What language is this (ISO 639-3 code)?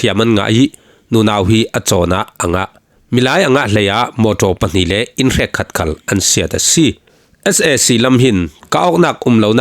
cfm